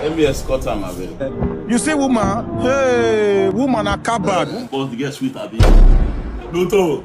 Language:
Nigerian Pidgin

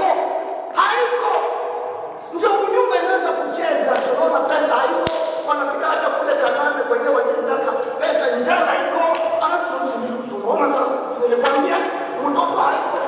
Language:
Swahili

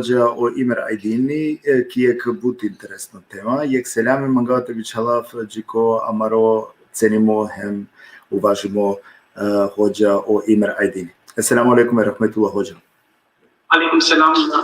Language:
Balkan Romani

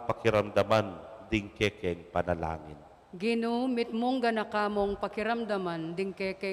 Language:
Pampanga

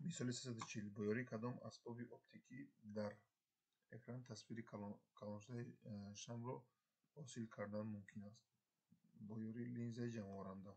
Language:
Tajik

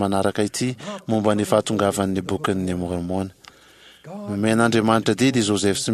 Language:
Malagasy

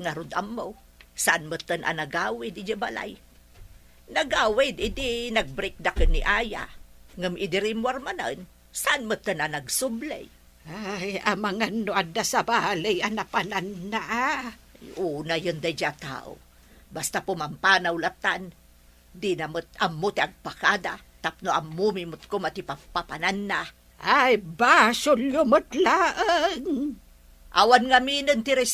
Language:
Iloko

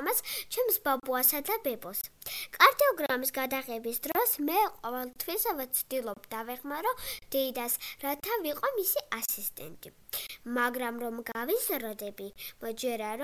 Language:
Georgian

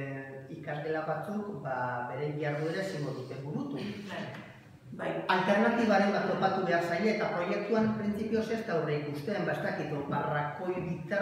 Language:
Basque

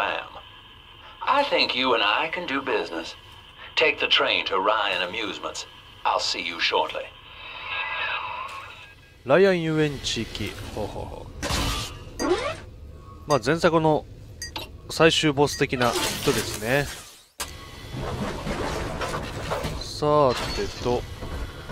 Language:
Japanese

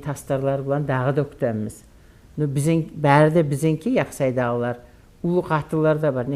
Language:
Kumyk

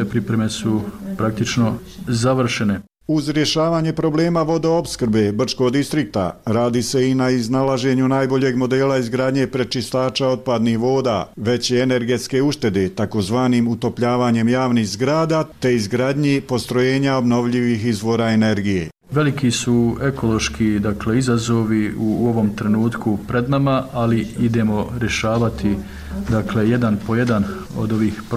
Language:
Bosnian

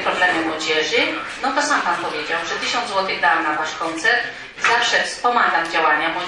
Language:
Polish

